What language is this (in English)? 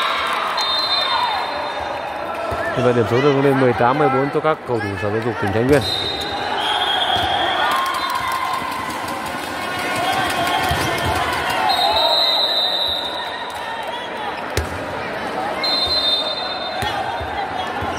Vietnamese